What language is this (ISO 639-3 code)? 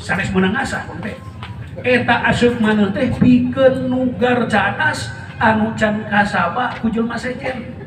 sun